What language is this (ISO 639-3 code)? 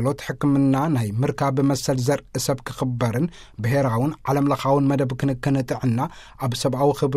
tir